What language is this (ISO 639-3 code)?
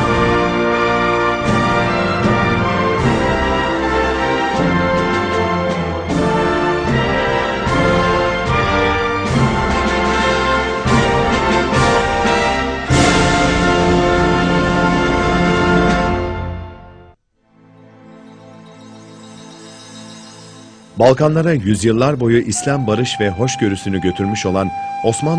tur